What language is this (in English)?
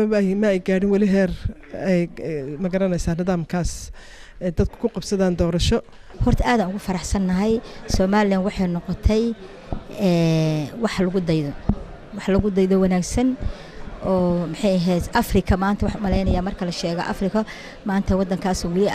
Somali